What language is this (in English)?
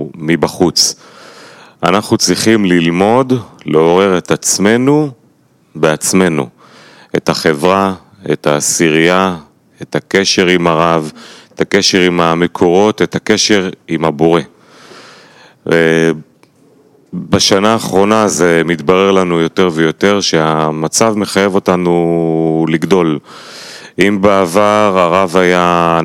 Hebrew